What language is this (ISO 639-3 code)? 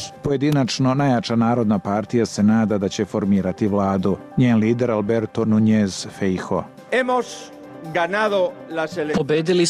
srp